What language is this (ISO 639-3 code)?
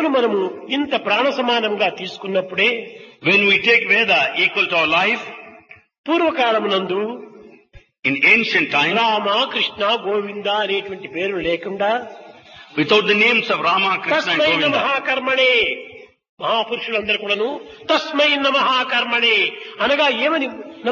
tel